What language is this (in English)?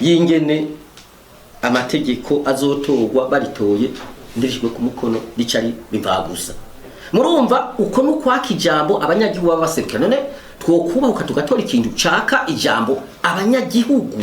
Rundi